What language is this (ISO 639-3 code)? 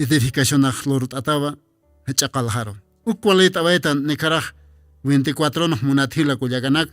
aym